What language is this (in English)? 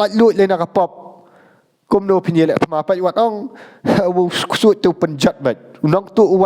Khasi